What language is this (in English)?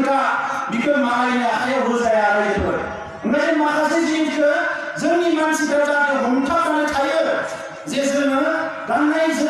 Bodo